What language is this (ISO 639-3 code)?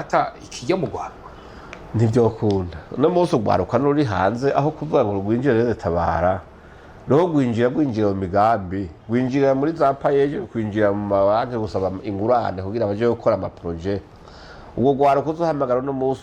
run